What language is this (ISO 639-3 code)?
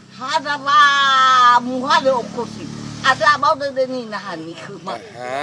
nia